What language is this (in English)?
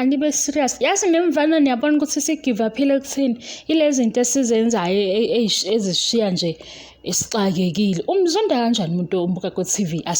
Zulu